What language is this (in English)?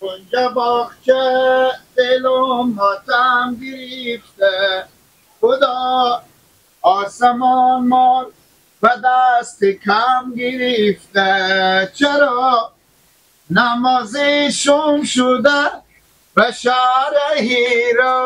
Persian